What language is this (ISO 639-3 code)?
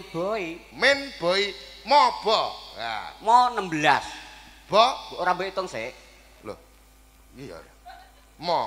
jav